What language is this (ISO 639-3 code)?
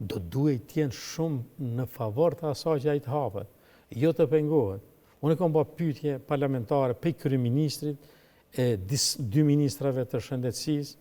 sqi